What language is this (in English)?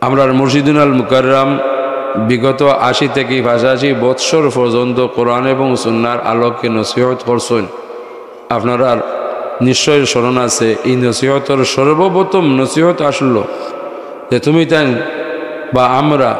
Sylheti